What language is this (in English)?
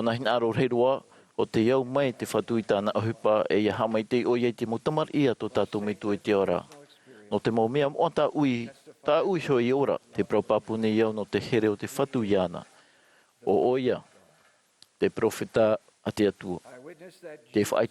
Tahitian